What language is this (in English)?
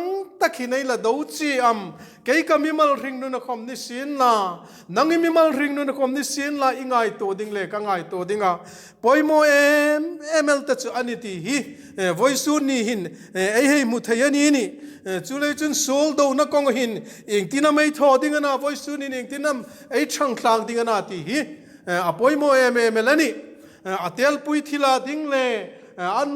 Hmar